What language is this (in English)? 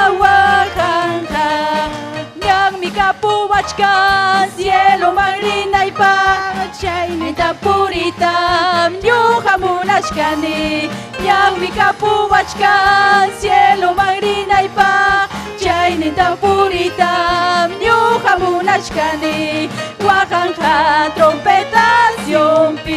Ayacucho Quechua